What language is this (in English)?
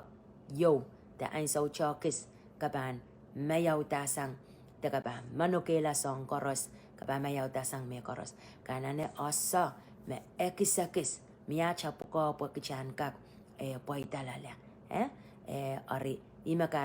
Pohnpeian